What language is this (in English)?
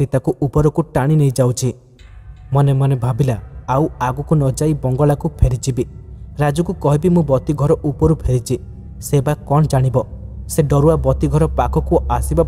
Odia